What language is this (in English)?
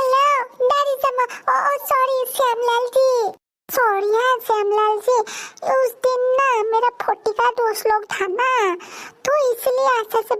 Bodo